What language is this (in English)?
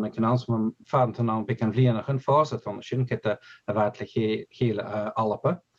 Scottish Gaelic